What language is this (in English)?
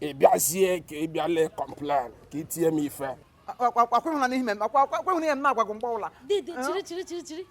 Igbo